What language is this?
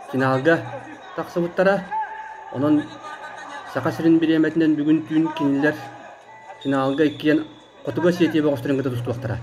Yakut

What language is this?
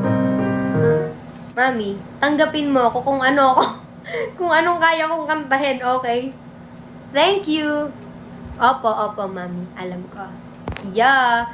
Filipino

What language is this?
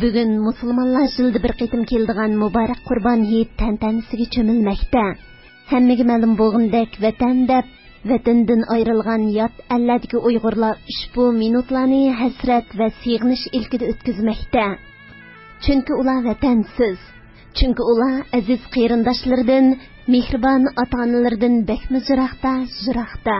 Uyghur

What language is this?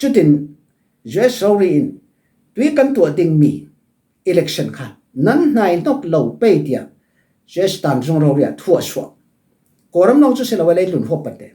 Falam Chin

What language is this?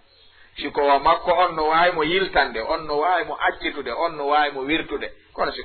Fula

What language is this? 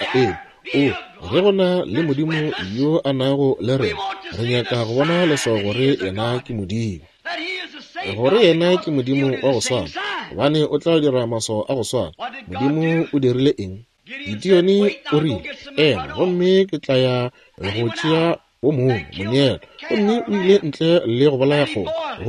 Northern Sotho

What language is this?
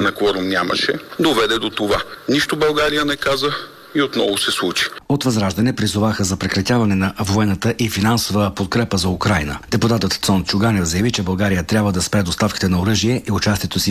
Bulgarian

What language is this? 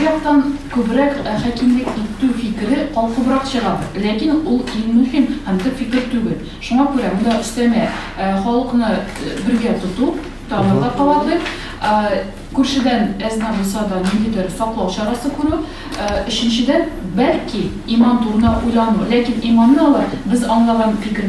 Tatar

